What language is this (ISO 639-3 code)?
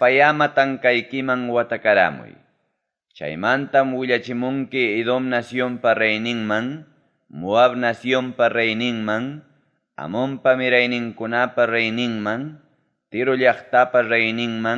quy